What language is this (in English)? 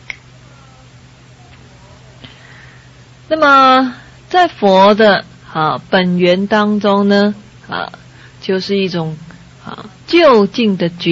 Chinese